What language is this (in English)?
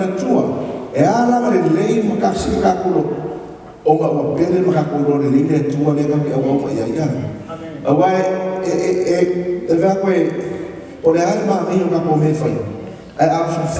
Samoan